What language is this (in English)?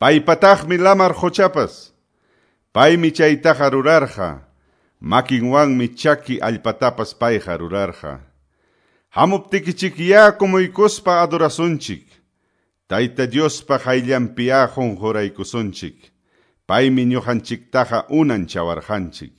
Quechua